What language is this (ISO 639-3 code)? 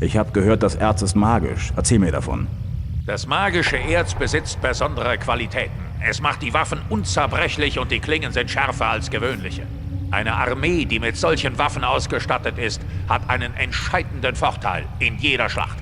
bar